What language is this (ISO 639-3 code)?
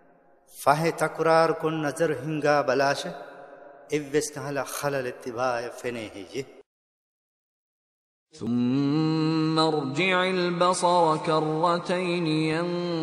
ara